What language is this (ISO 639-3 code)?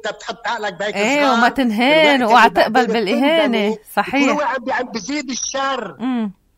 apc